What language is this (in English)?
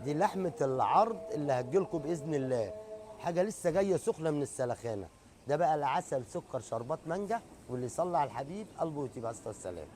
Egyptian Arabic